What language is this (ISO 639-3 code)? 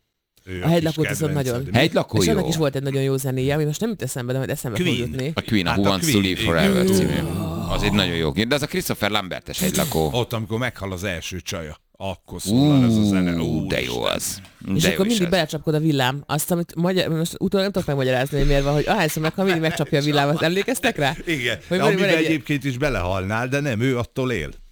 hun